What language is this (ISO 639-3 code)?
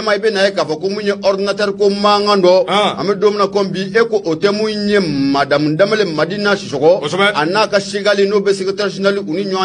bam